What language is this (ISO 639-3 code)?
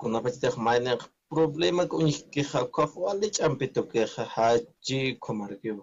aym